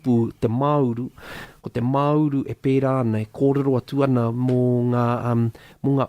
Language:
Māori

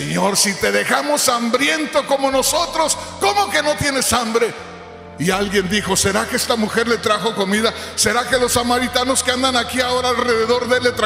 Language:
Spanish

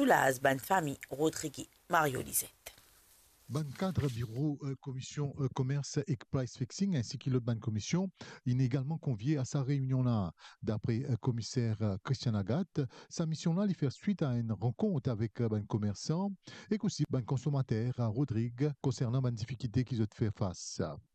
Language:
Morisyen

